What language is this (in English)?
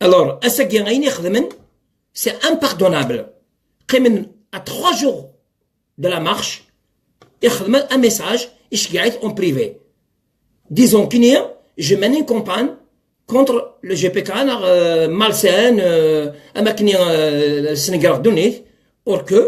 Kabyle